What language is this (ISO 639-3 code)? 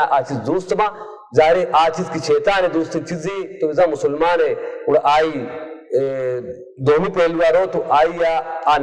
bal